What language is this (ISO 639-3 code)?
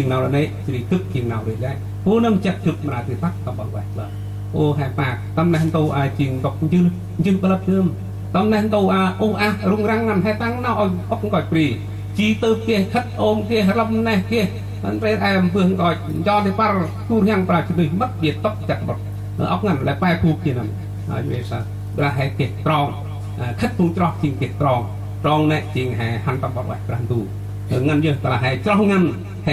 cmo